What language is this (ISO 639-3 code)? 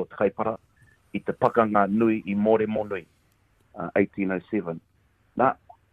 mri